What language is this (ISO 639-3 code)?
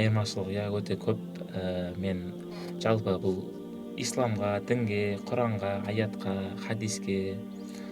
kaz